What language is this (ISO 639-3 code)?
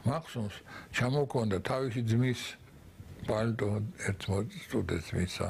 kat